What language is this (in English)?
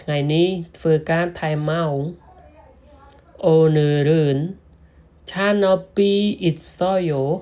Khmer